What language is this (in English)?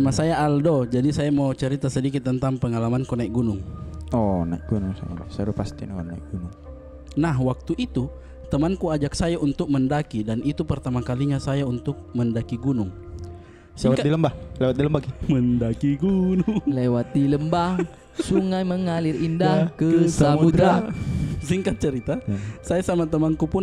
Makassar Malay